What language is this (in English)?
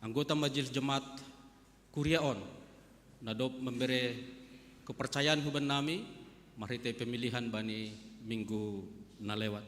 Batak Simalungun